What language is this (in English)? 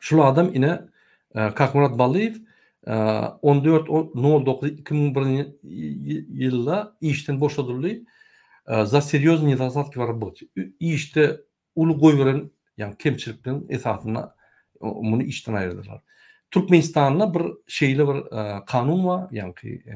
Turkmen